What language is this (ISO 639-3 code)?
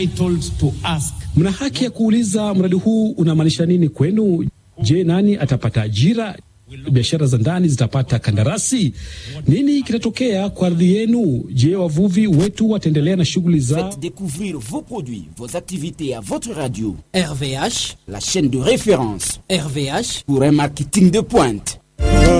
swa